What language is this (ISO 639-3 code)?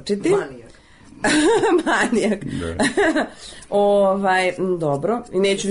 srp